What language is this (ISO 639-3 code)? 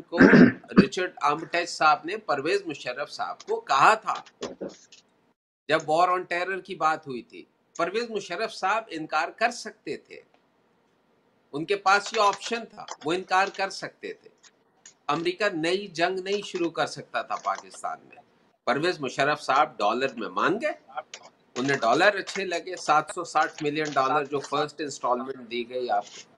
urd